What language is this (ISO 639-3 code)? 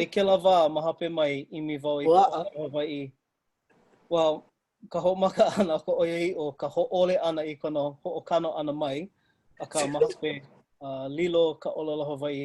haw